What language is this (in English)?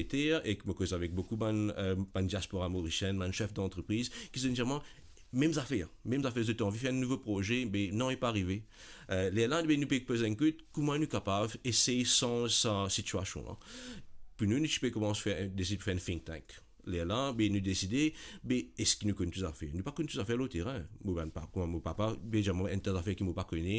Morisyen